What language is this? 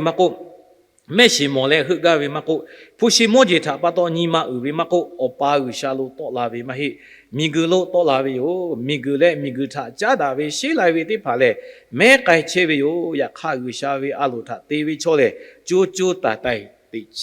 Lahu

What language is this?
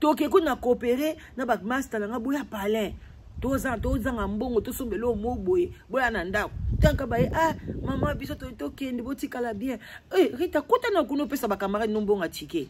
Lingala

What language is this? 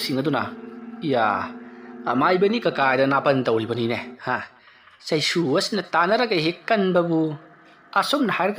Manipuri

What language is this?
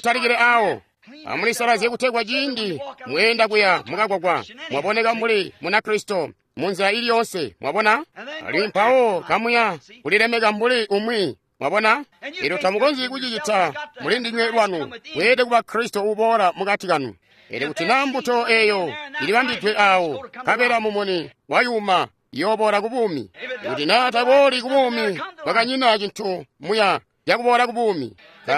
Tonga (Zambia)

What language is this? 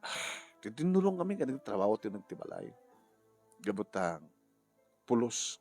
Iloko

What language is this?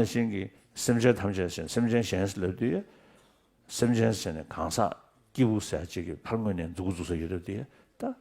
Tibetan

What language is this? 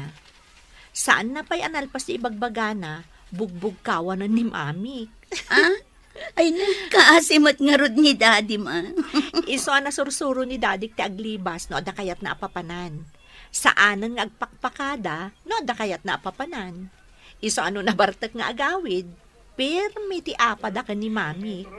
Iloko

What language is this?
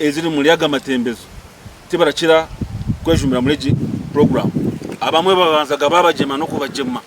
Nyankole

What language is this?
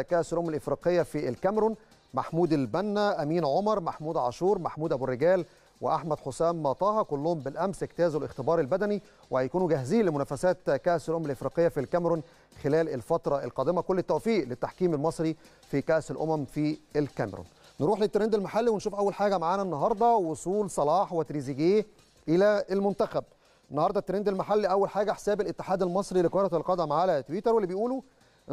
Egyptian Arabic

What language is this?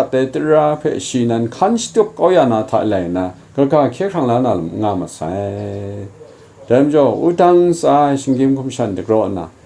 Kachin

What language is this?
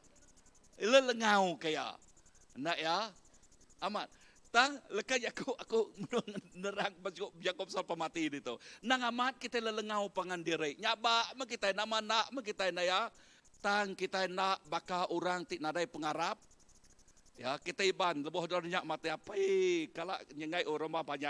Iban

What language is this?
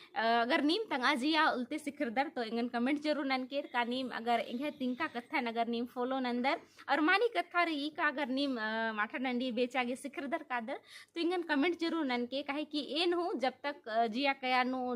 Kurukh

